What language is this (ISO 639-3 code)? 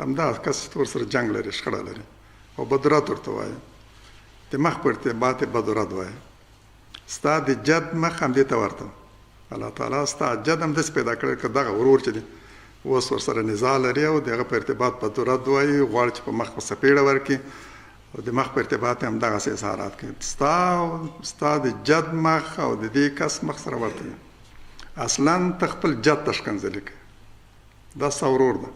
pus